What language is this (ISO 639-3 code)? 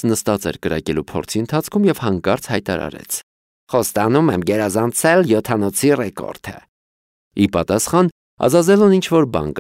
hye